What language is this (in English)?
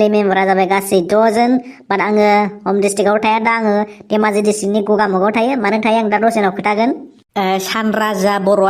Bodo